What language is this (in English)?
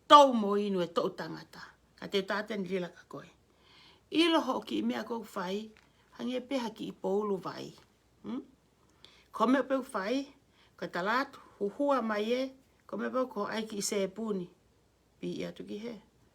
Tongan